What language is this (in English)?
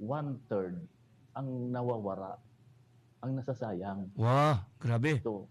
Bikol